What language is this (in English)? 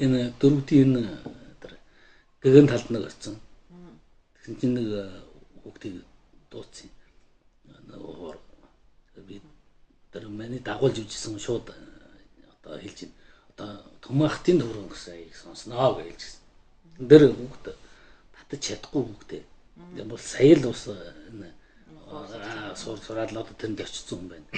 Mongolian